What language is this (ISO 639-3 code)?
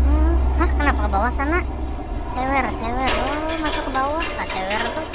bjn